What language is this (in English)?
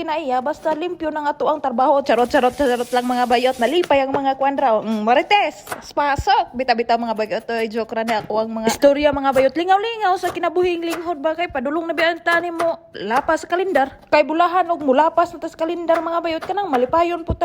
Cebuano